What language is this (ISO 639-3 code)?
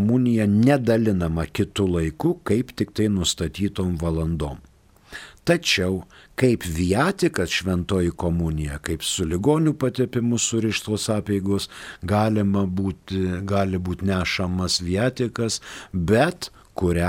lit